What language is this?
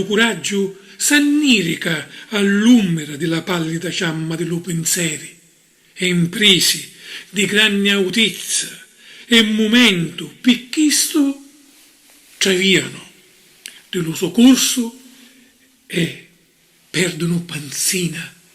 Sicilian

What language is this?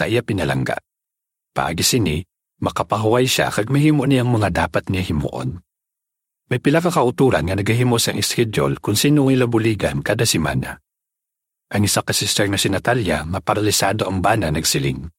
Hiligaynon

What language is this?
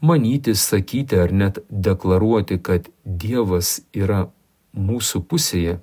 Lithuanian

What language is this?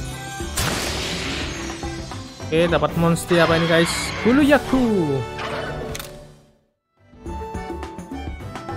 Indonesian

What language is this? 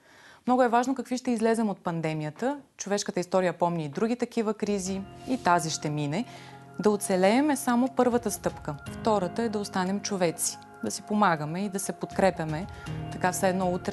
Bulgarian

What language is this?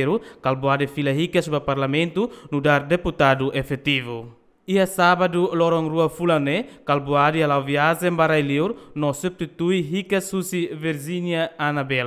Tetum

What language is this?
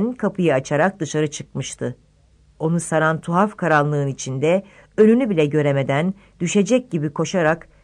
Turkish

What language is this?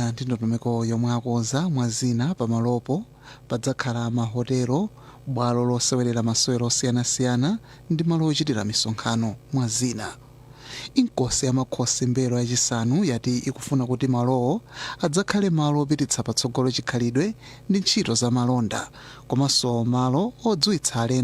Nyanja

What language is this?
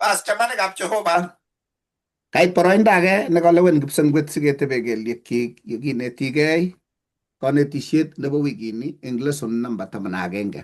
Kalenjin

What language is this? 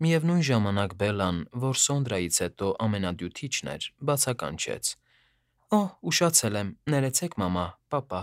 Armenian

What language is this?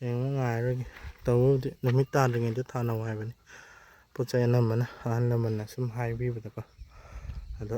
Manipuri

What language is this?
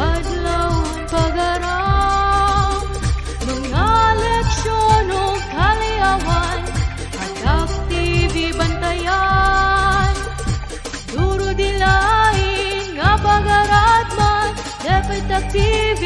Waray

